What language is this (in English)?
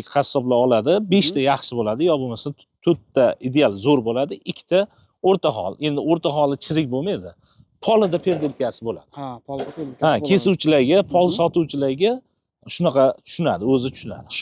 Uzbek